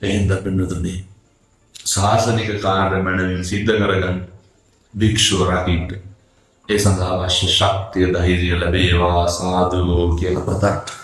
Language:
Sinhala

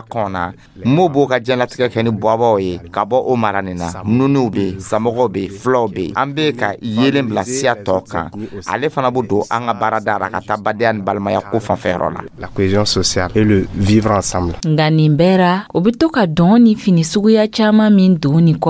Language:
Dyula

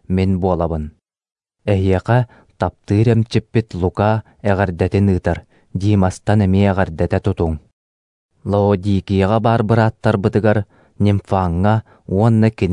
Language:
Yakut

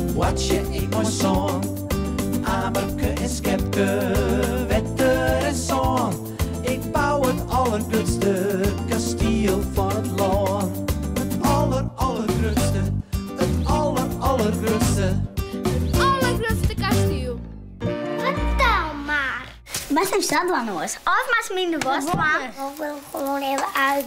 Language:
Western Frisian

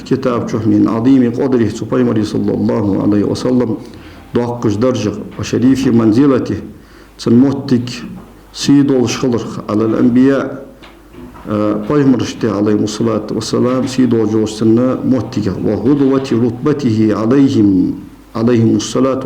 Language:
Ingush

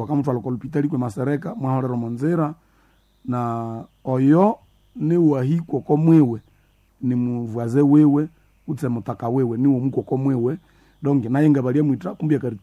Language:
Nande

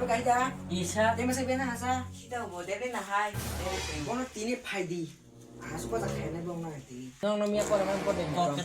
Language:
Kok Borok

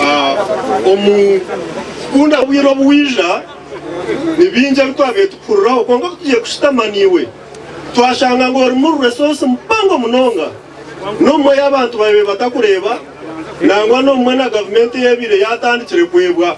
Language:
Nyankole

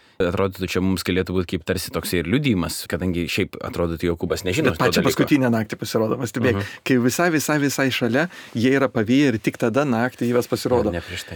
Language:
Lithuanian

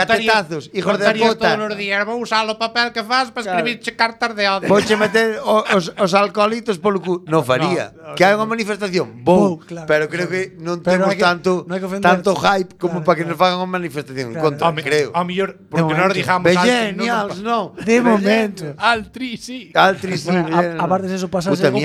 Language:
Galician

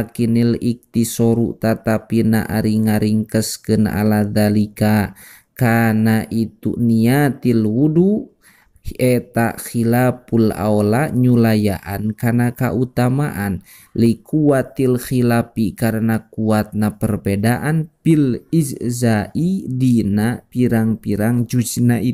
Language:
Sundanese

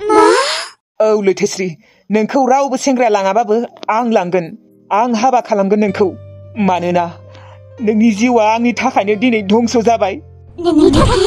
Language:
Bodo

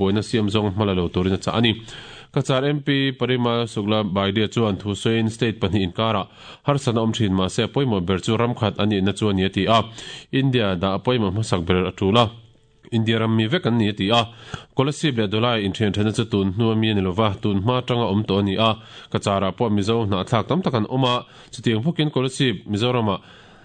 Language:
Mizo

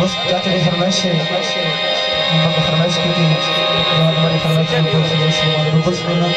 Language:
Saraiki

